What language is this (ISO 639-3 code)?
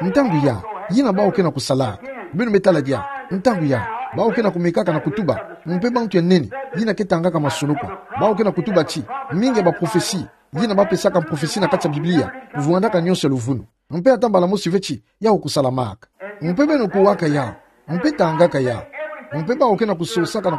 ktu